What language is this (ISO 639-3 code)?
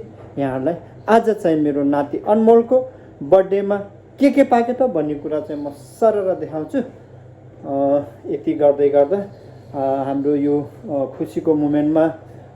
nep